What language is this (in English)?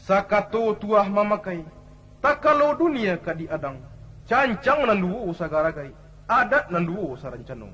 Minangkabau